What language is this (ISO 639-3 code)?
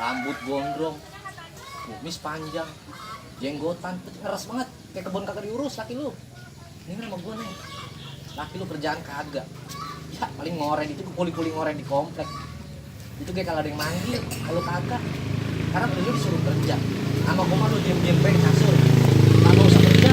bew